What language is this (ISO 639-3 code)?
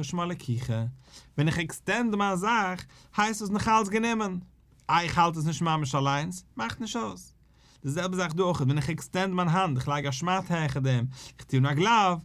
yid